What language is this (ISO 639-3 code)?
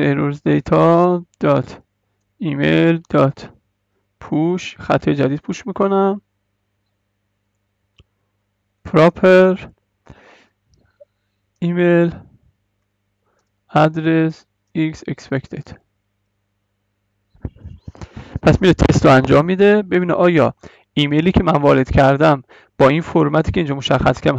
fas